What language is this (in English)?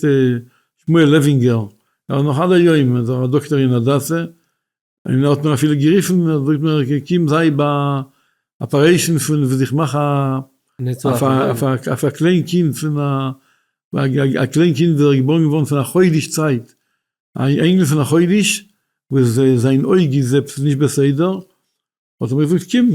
Yiddish